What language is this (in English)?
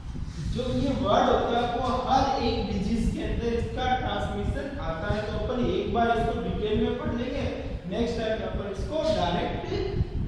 Hindi